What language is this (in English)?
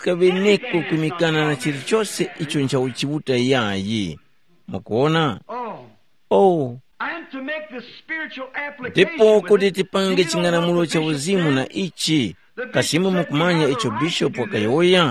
Tumbuka